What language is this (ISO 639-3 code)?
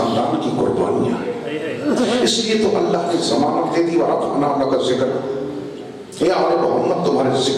urd